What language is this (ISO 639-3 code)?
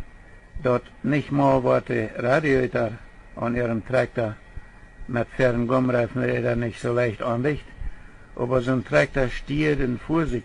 pdt